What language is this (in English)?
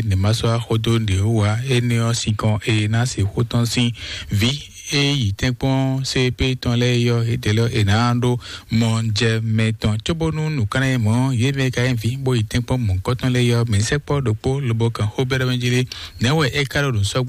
Fon